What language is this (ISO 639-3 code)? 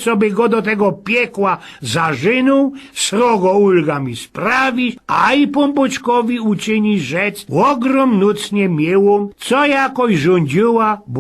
szl